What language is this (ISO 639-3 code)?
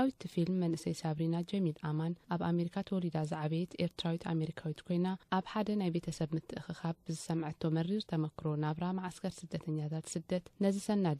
tir